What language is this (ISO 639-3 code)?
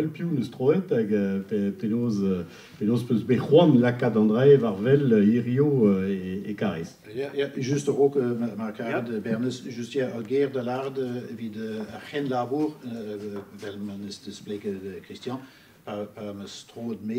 bre